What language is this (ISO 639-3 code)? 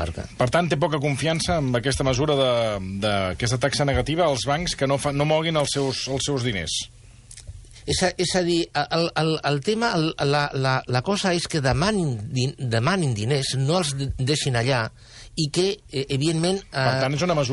cat